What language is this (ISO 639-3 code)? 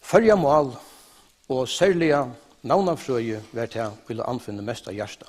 fao